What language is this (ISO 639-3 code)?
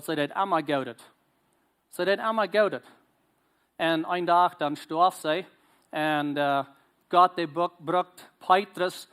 pdt